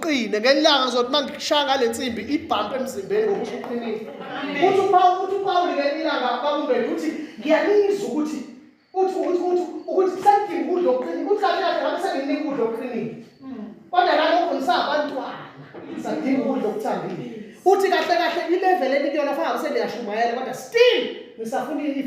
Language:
Zulu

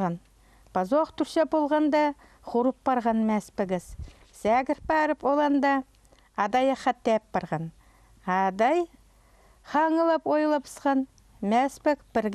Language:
Khakas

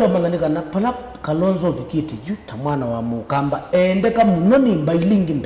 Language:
Kamba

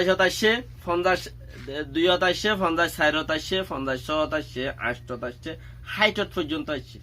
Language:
Rohingya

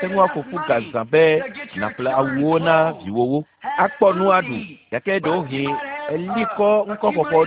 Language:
Ewe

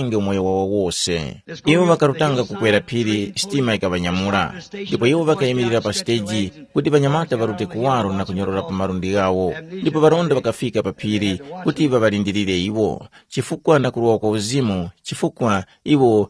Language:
Tumbuka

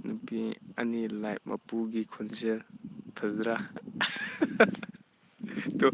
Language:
Manipuri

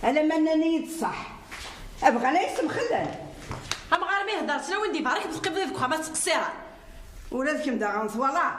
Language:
Kabyle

